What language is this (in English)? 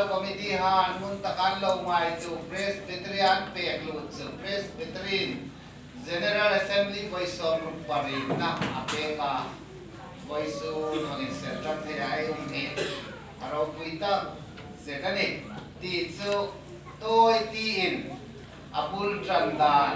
Hmar